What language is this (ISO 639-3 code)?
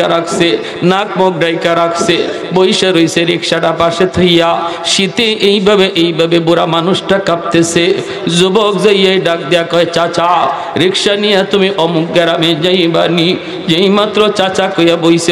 ben